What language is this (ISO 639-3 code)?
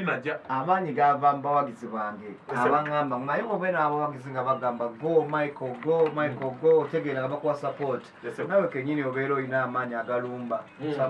lug